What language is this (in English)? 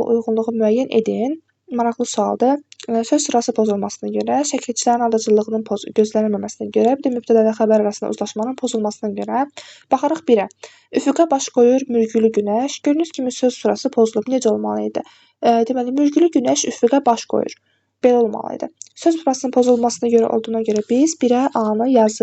Azerbaijani